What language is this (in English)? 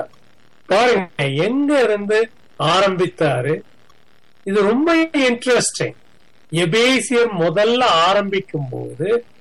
Tamil